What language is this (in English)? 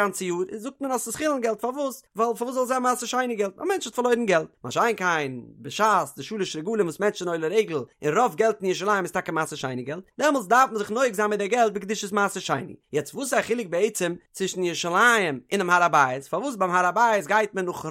Yiddish